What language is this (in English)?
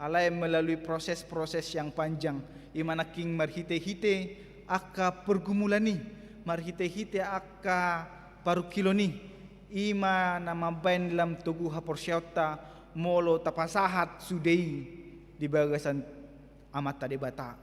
Batak Toba